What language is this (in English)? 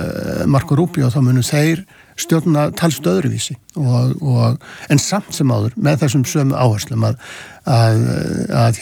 Icelandic